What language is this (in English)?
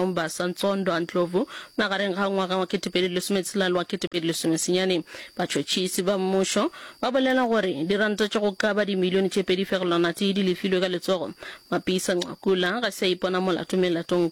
Northern Sotho